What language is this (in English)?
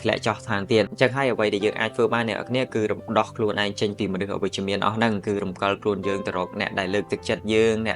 Khmer